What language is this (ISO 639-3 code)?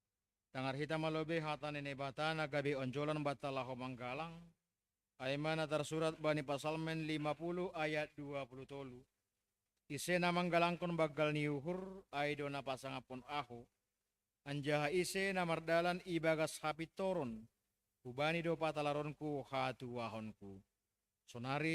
bts